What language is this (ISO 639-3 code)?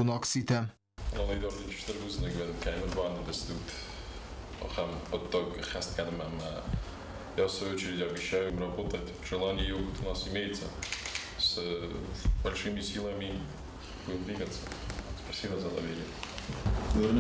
oss